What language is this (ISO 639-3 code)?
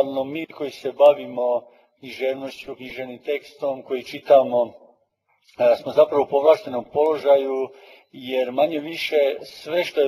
hrv